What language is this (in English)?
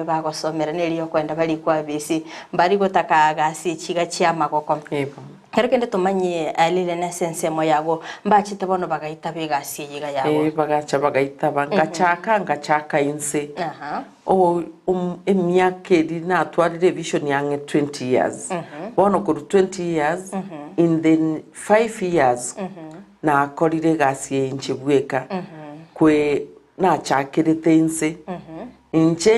Gusii